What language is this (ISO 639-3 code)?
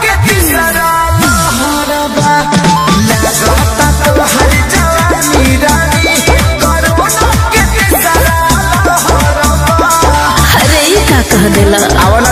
bho